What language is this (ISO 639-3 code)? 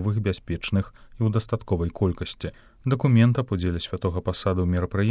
bel